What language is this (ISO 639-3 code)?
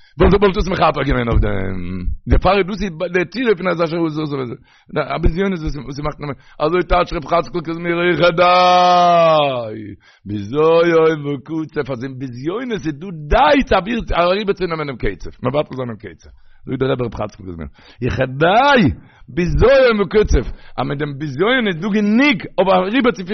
yid